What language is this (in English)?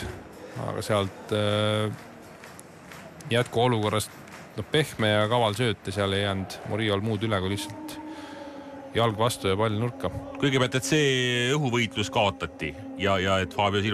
Estonian